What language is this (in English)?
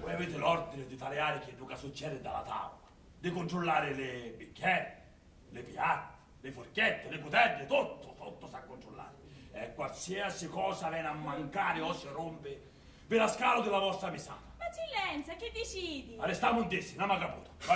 Sicilian